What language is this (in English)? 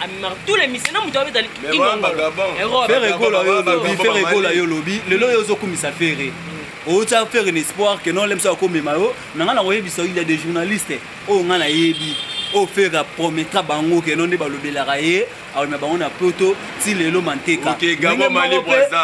Lingala